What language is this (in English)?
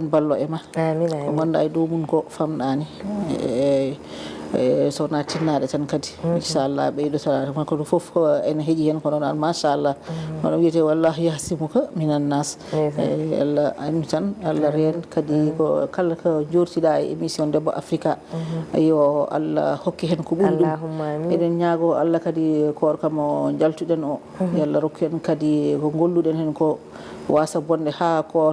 Fula